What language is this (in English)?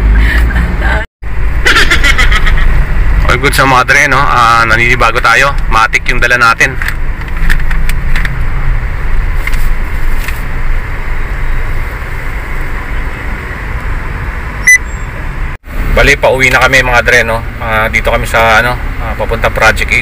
Filipino